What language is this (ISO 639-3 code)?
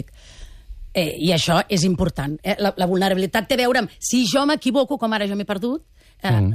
cat